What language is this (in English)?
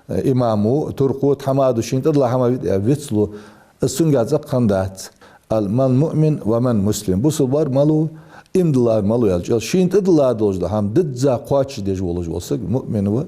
Ingush